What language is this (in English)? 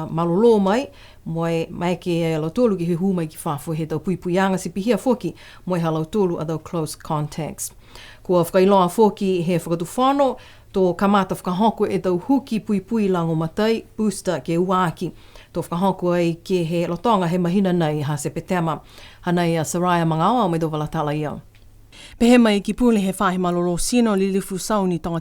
Niuean